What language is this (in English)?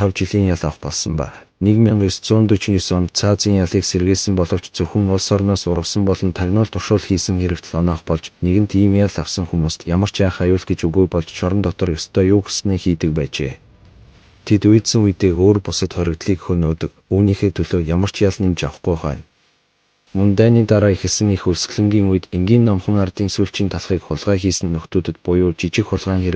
Mongolian